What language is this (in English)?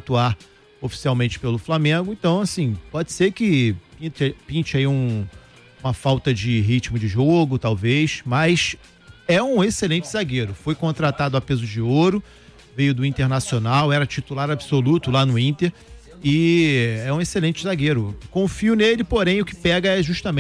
Portuguese